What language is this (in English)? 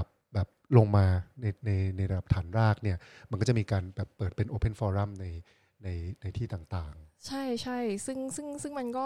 Thai